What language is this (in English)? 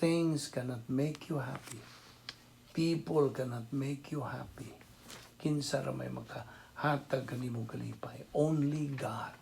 Cebuano